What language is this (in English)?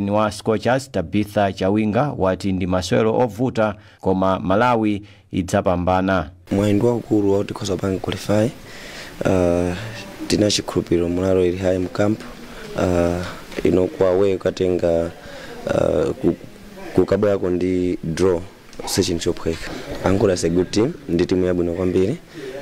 Nyanja